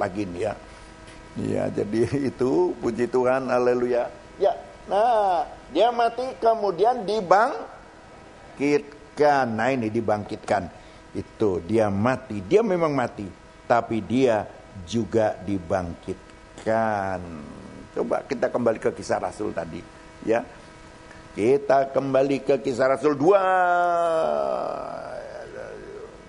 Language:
Indonesian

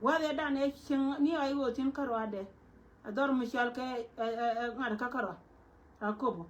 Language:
Nuer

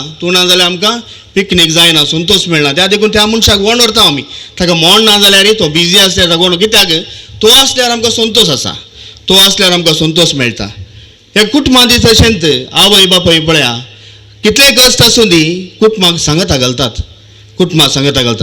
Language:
Konkani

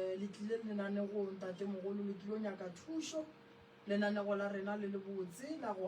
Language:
Northern Sotho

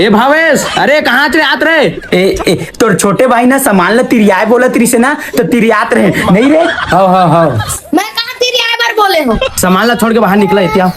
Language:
Chhattisgarhi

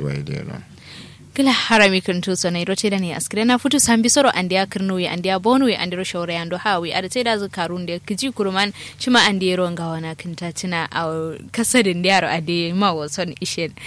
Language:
Kanuri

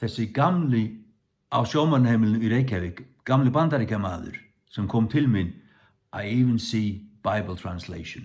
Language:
Faroese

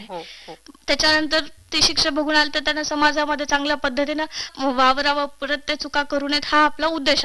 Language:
Marathi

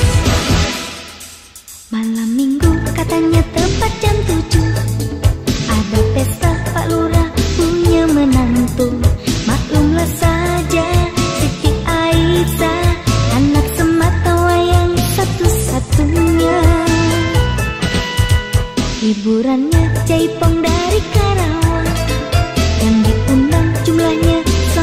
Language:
Indonesian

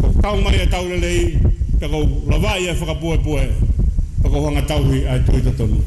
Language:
Tongan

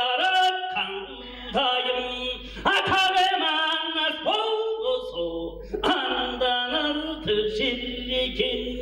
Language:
Tuvinian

